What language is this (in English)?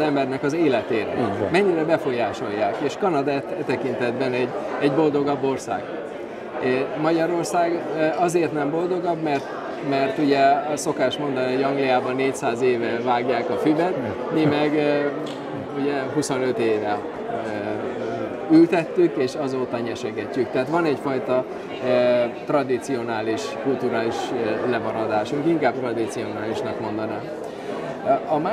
Hungarian